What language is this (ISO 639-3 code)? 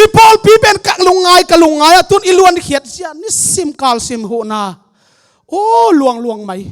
ctd